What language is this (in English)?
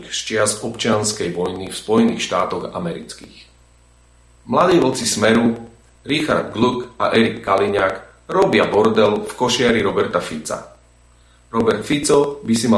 Slovak